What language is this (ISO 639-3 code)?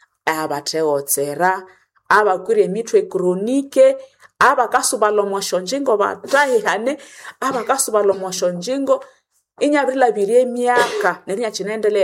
nnb